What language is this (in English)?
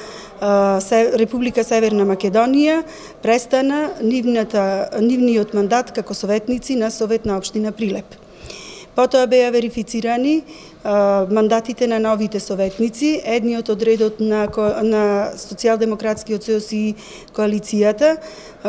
Macedonian